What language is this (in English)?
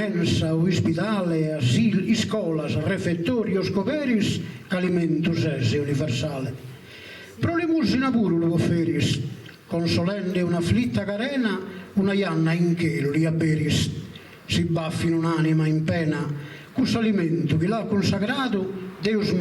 Sardinian